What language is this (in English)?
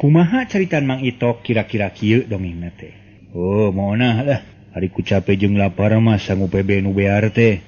Sundanese